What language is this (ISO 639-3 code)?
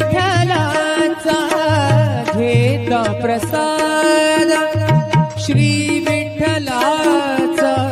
mar